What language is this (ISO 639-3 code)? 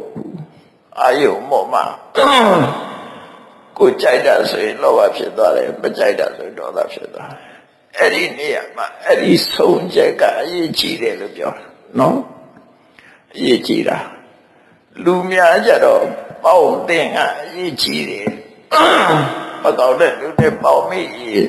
mya